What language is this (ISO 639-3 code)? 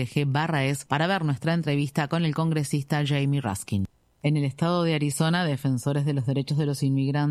spa